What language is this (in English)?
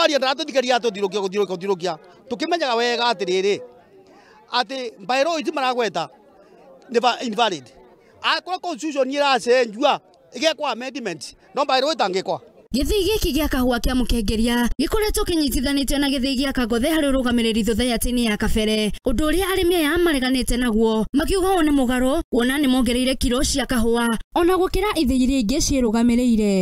Kikuyu